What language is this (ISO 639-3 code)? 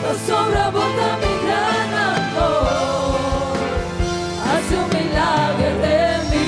pap